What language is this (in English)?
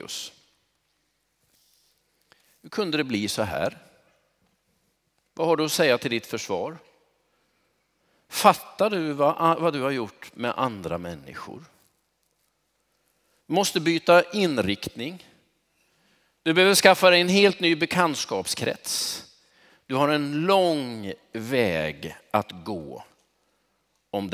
Swedish